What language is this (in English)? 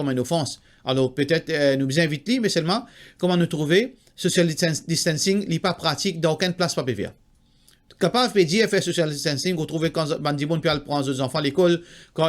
Morisyen